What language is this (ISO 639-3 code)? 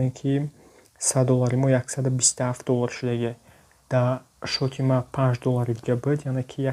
tgk